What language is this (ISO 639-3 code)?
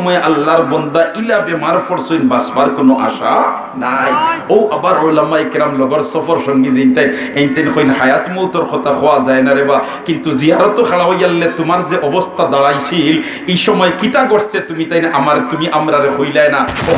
syl